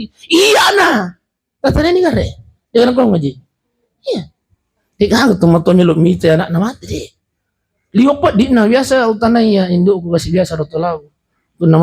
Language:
Buginese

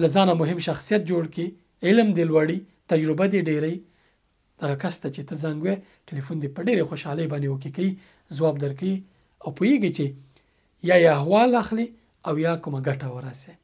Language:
Pashto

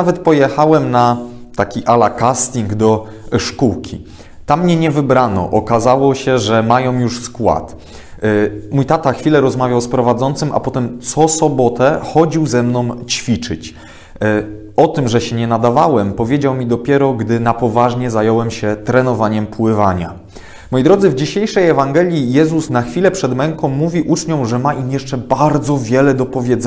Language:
Polish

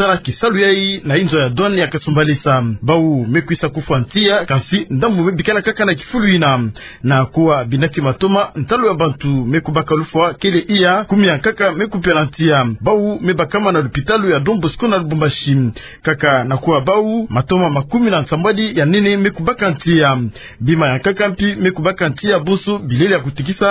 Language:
Kituba (Democratic Republic of Congo)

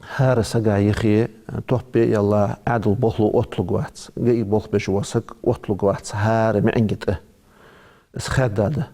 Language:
Ingush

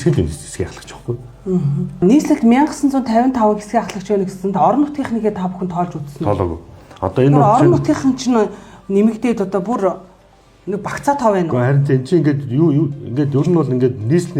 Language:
Mongolian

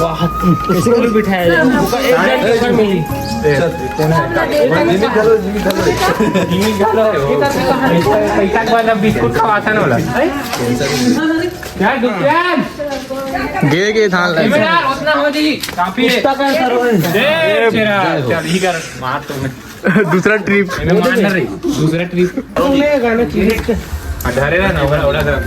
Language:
Chhattisgarhi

